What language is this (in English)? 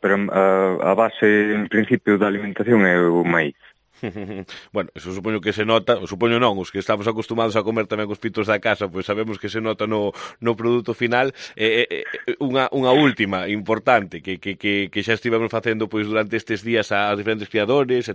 Galician